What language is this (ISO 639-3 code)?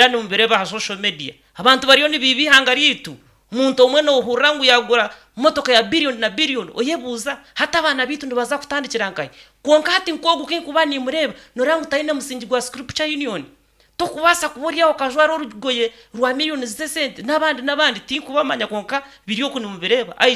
nyn